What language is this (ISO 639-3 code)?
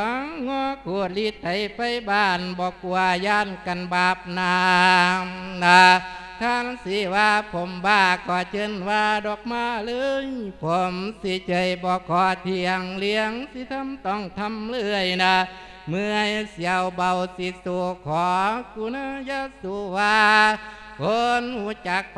lao